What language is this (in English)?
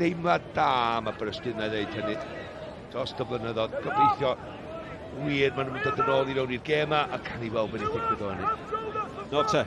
Welsh